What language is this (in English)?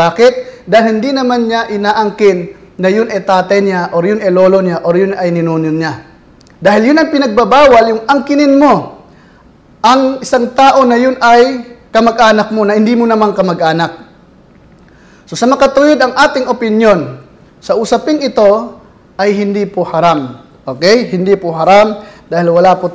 Filipino